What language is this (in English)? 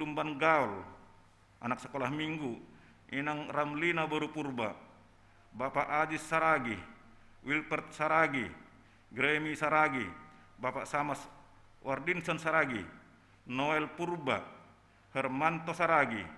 Batak Simalungun